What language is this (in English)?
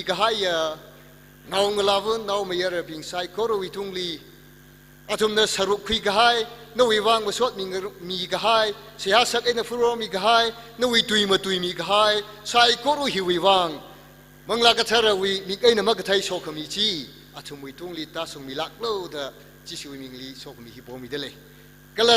Tangkhul Naga (India)